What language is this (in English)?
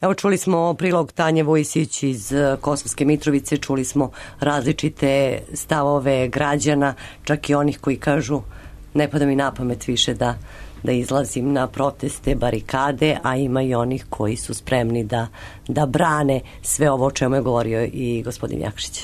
Serbian